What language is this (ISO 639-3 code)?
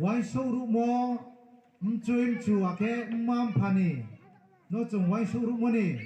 ria